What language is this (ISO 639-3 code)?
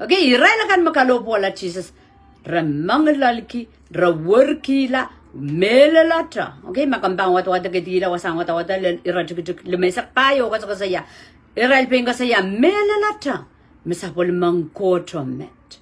pon